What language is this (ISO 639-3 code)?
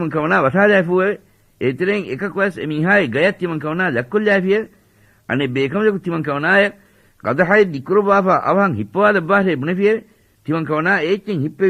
div